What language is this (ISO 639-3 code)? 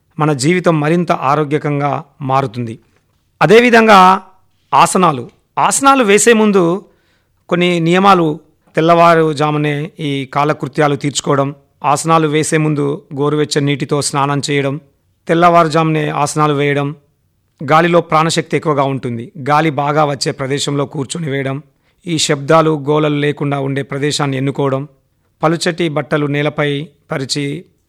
tel